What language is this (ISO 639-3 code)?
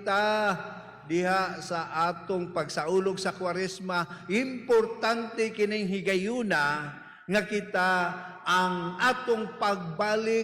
ceb